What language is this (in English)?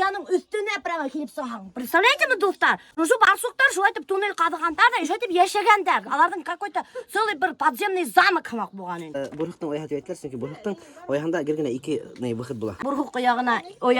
Bashkir